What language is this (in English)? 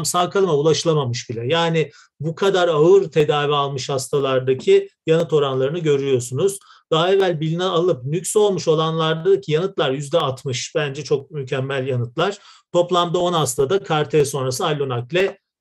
Turkish